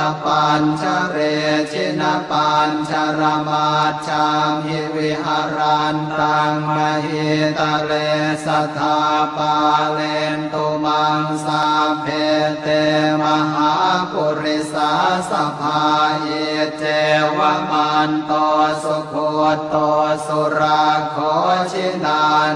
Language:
Pali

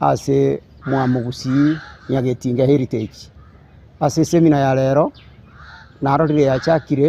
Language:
Gusii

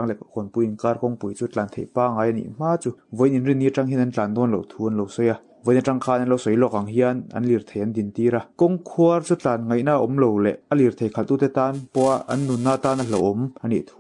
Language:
Mizo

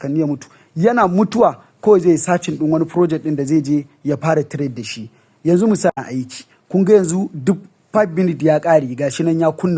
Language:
Hausa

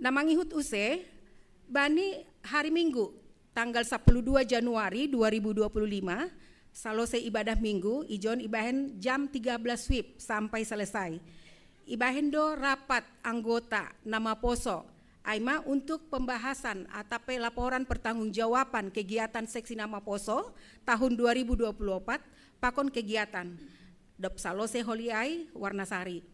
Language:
Batak Simalungun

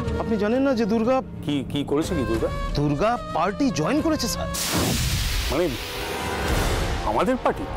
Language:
Bangla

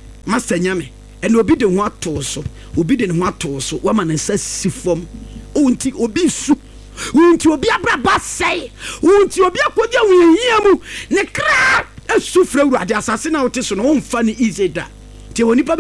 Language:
Akan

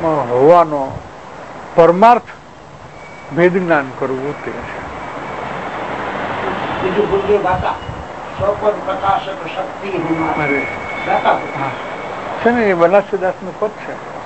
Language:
Gujarati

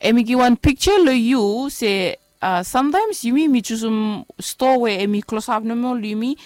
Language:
Bislama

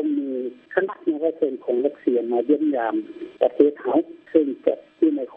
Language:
Lao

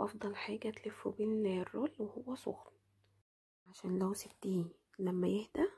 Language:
Egyptian Arabic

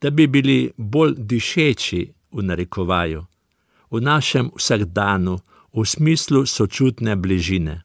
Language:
Slovenian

